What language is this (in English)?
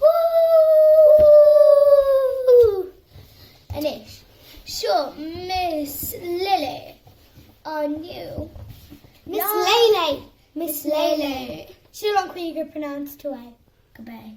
Irish